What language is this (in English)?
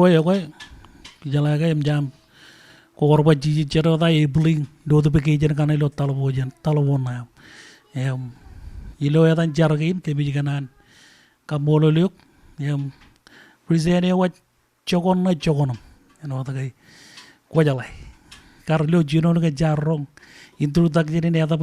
Marshallese